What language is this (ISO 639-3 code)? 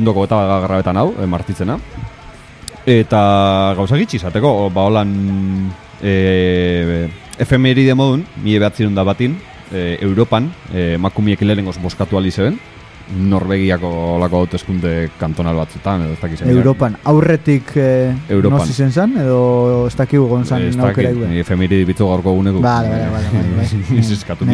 eus